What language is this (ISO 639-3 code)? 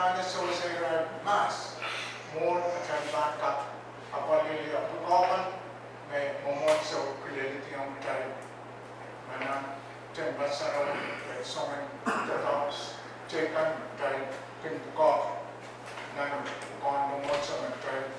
pon